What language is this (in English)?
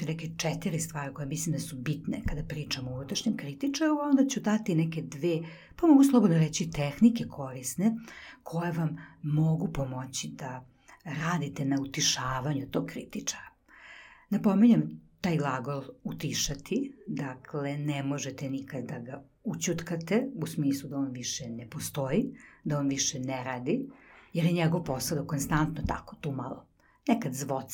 Serbian